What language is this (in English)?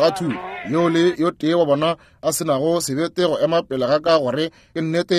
Northern Sotho